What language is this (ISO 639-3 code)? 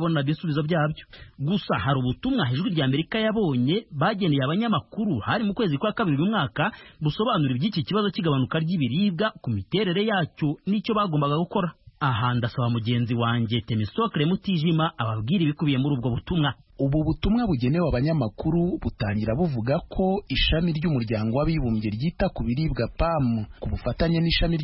kin